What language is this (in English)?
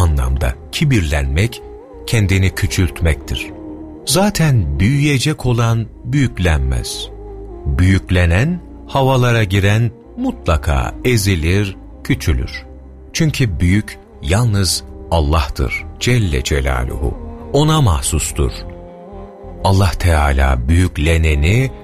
Turkish